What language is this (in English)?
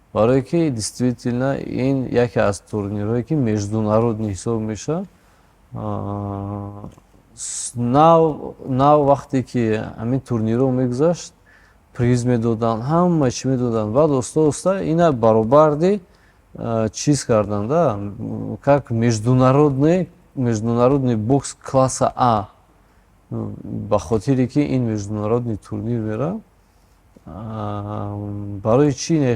Tajik